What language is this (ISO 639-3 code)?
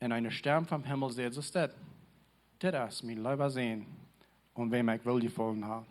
pdt